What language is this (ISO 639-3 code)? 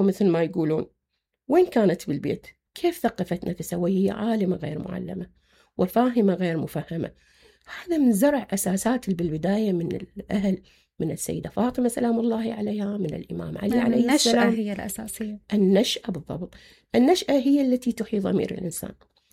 acm